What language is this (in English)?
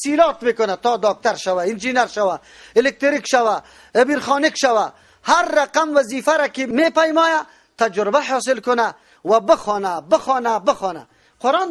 Persian